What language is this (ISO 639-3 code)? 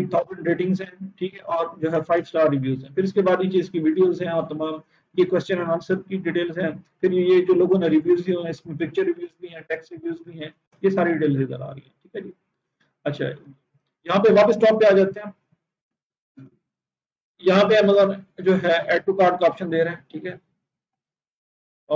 hin